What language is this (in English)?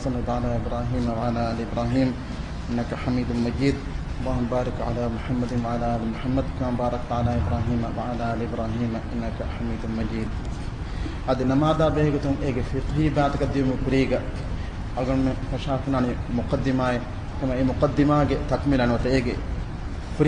Divehi